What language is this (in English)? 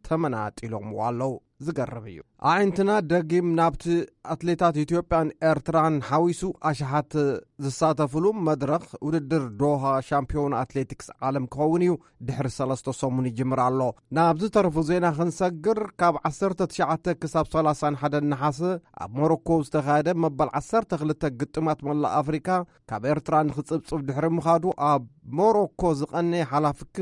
Tigrinya